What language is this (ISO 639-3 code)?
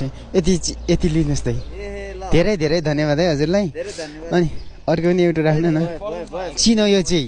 nep